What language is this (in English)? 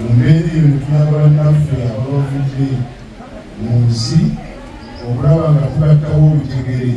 Ganda